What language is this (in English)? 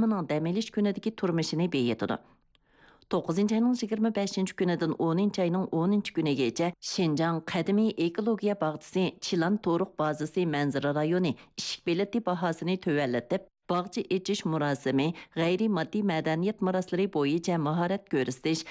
Uyghur